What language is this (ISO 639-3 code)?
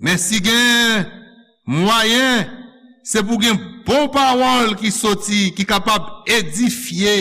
hat